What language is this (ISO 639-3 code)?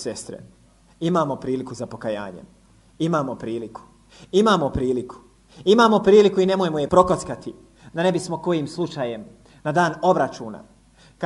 bos